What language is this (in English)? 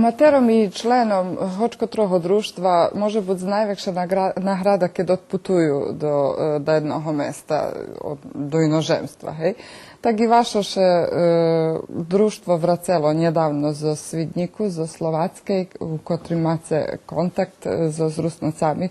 Rusyn